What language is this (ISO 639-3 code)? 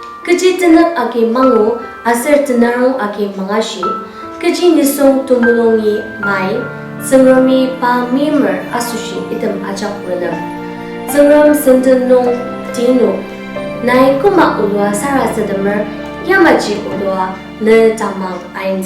njo